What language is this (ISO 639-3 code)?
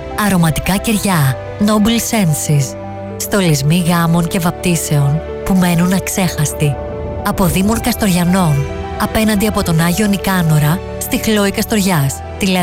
ell